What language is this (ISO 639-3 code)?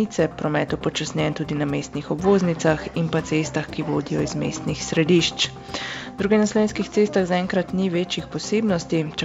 slv